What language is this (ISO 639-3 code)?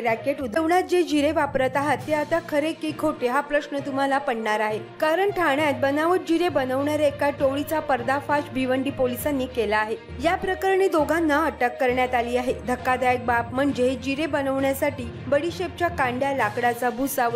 mar